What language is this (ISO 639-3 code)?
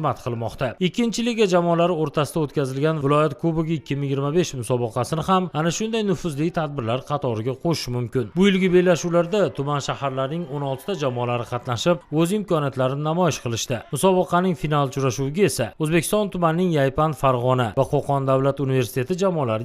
uzb